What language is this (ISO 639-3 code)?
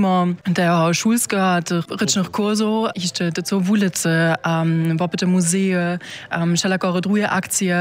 hsb